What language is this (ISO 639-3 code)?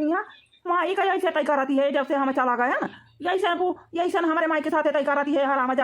awa